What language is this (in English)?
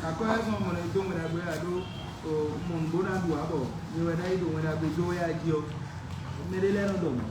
Fon